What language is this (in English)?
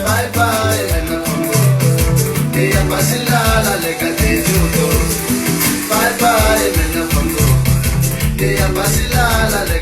Tsonga